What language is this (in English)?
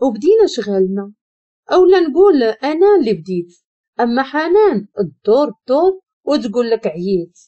Moroccan Arabic